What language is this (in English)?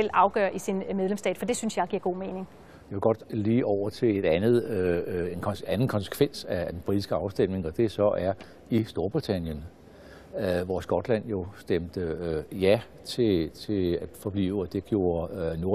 Danish